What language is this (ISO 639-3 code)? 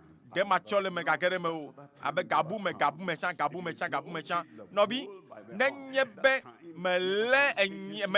ewe